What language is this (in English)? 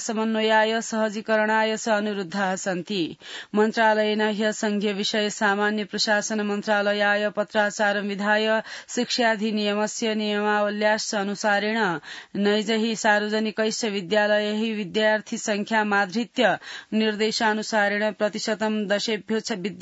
Sanskrit